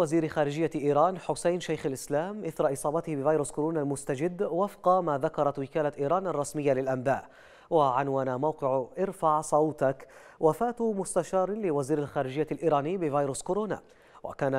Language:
Arabic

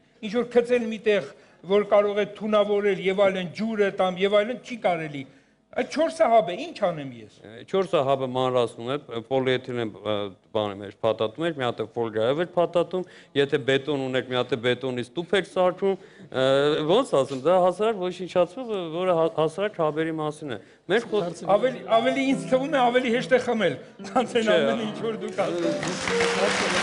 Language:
Armenian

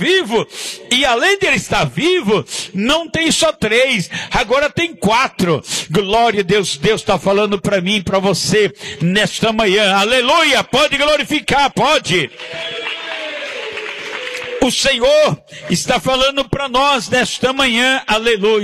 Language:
Portuguese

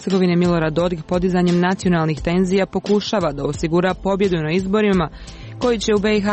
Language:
Serbian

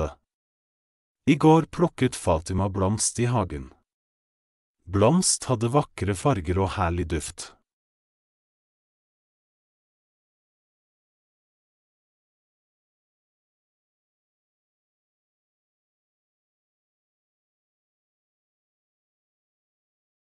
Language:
Norwegian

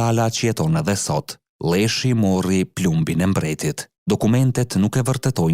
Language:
Albanian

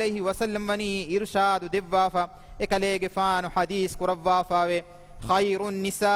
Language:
Divehi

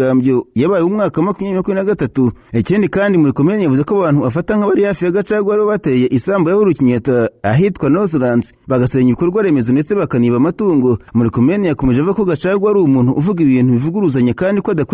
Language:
Kinyarwanda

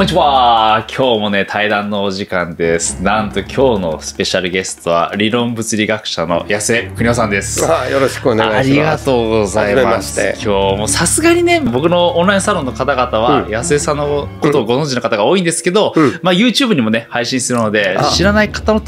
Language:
Japanese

